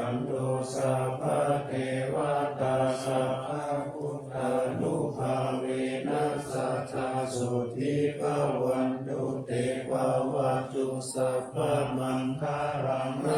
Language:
Pali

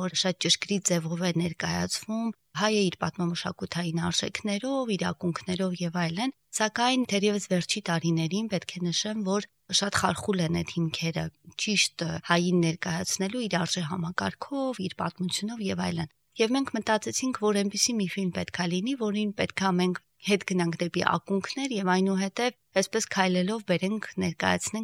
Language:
Armenian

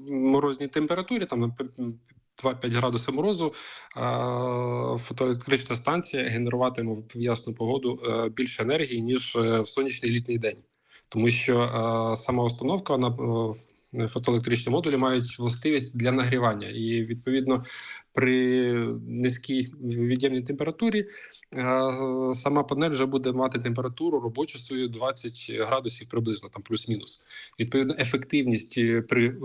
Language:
Ukrainian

